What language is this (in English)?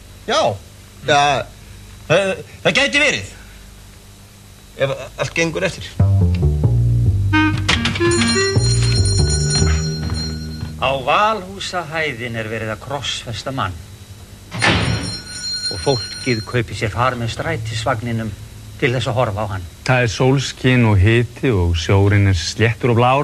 Icelandic